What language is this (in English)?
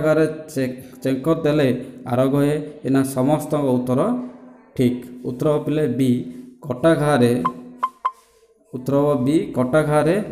Odia